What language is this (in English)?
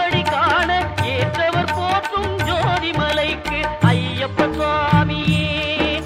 Tamil